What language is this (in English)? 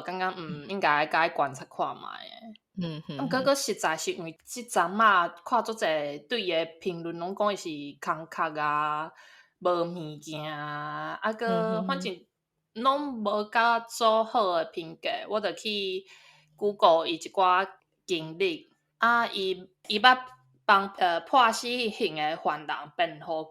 Min Nan Chinese